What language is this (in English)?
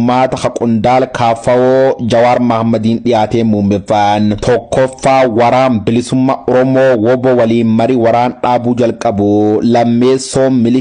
Oromo